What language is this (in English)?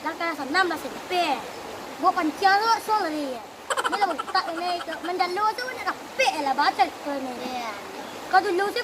Minangkabau